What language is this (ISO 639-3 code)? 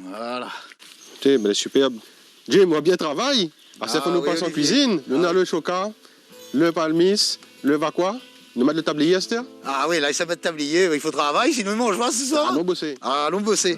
rcf